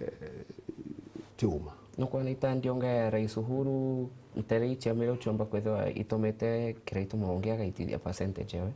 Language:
Meru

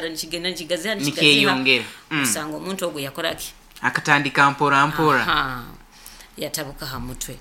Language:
Nyoro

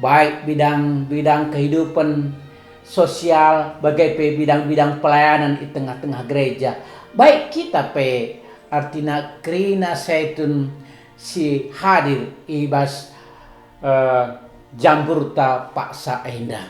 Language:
Batak Karo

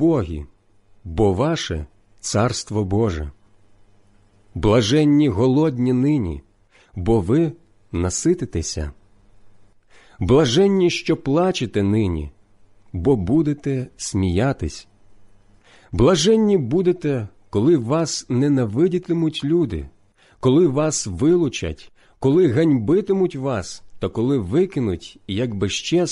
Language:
Ukrainian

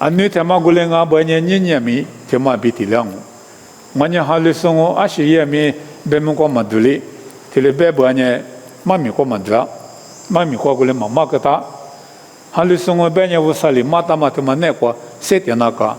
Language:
Lisu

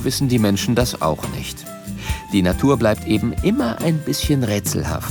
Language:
German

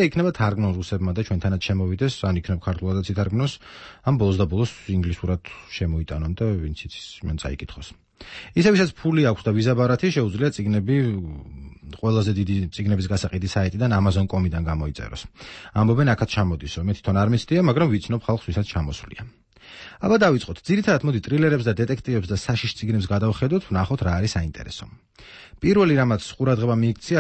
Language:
Georgian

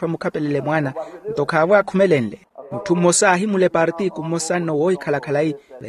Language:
Makhuwa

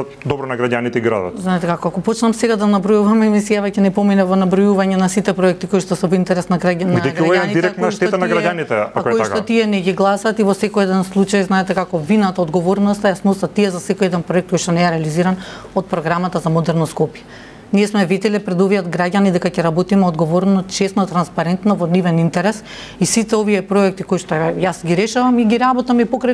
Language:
Macedonian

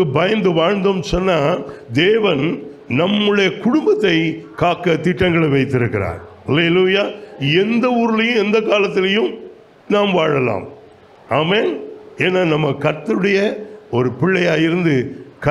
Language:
Tamil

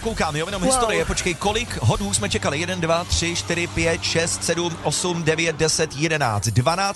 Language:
Czech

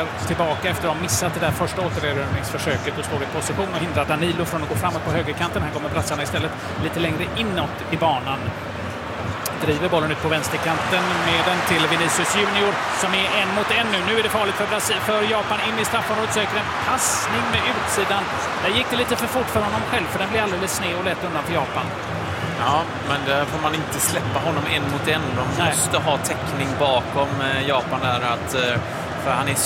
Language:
Swedish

